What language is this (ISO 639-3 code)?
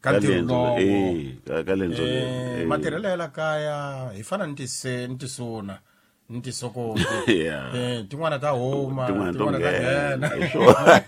tso